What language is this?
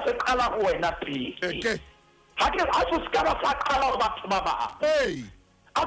Southern Sotho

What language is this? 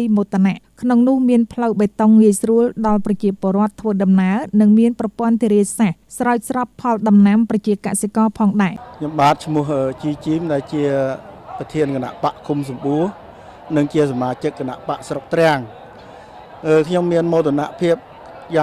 Khmer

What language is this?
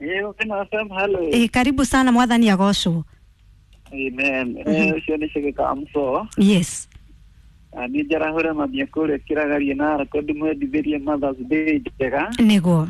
Kikuyu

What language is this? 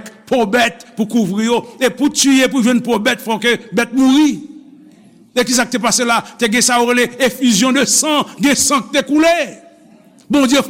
Haitian Creole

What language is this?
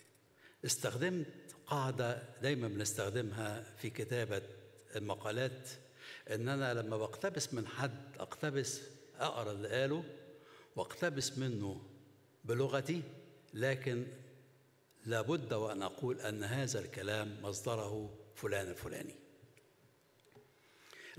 Egyptian Arabic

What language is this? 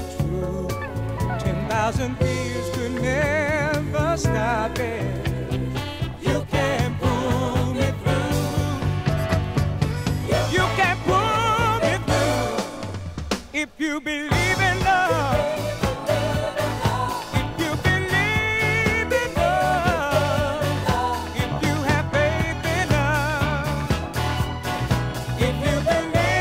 English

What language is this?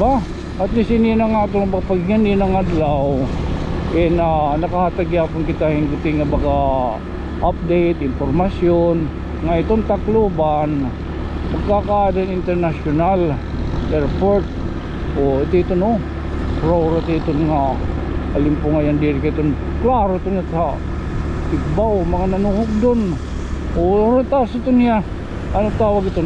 Waray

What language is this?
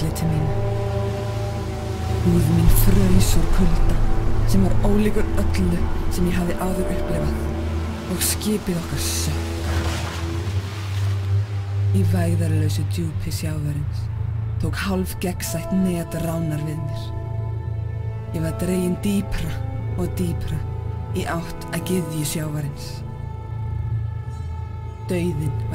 Icelandic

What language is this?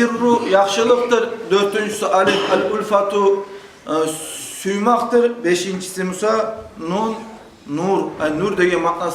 Kumyk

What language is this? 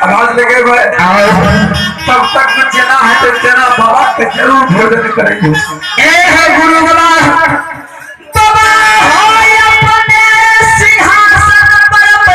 Maithili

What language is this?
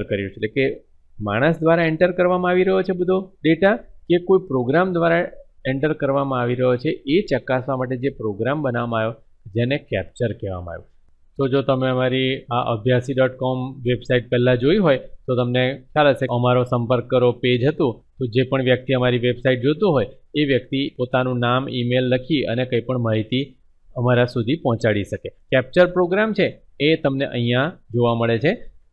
Gujarati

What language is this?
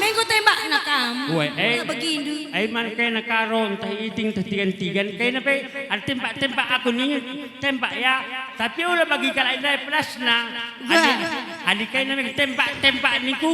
Batak Karo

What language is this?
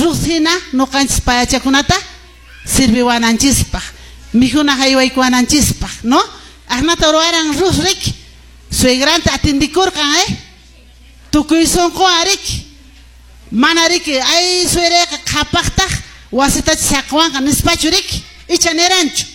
Quechua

